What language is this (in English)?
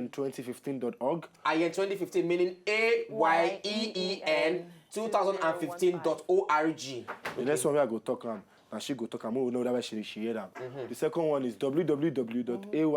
Nigerian Pidgin